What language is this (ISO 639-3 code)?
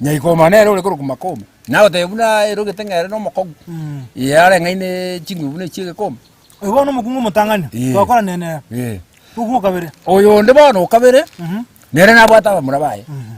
guz